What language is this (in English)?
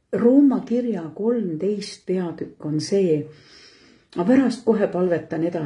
Estonian